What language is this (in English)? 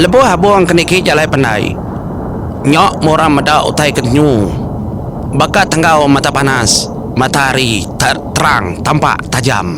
Iban